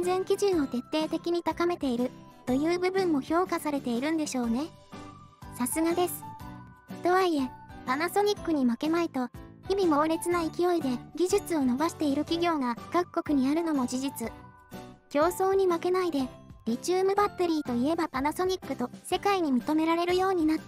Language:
Japanese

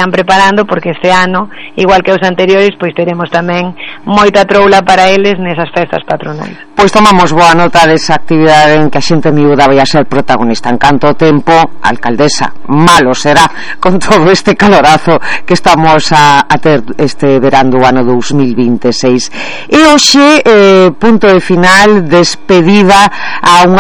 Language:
Galician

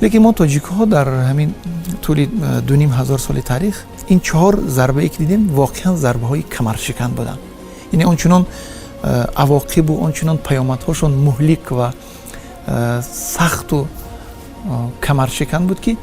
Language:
Tajik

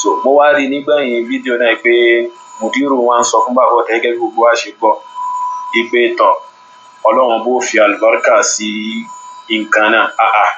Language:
Yoruba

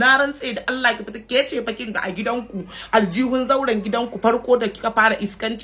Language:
Hausa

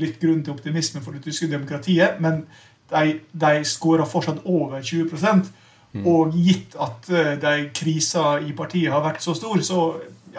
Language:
Norwegian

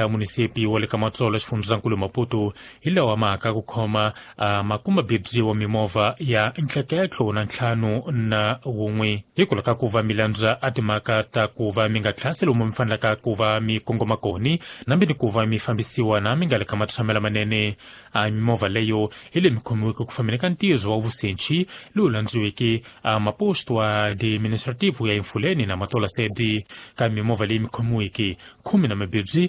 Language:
Tsonga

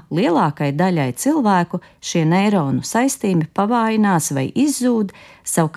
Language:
Latvian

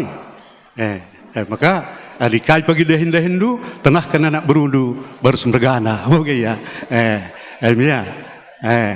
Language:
Batak Karo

